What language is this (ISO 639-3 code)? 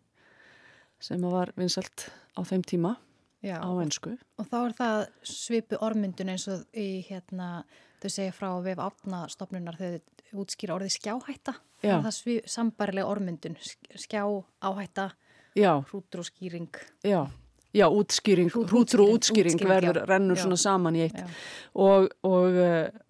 isl